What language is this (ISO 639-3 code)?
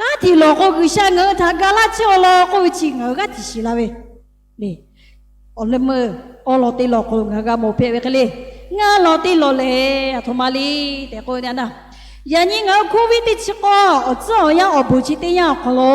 lhu